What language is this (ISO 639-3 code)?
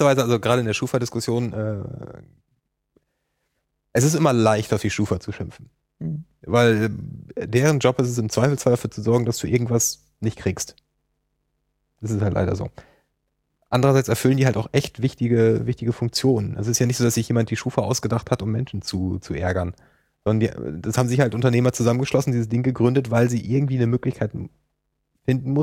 deu